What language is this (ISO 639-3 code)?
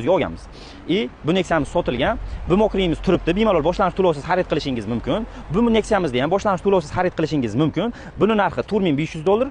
uzb